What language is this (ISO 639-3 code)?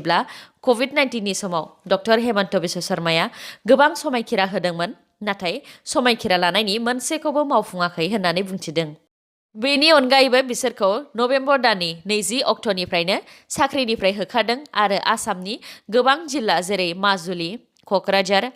brx